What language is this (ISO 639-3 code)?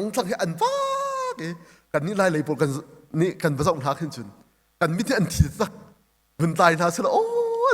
cnh